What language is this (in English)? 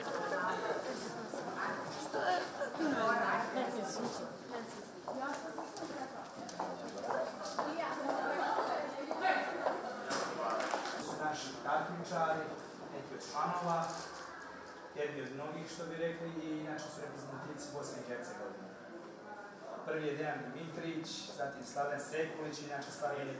Serbian